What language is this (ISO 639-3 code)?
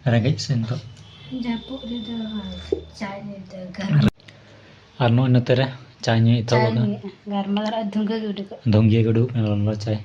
sat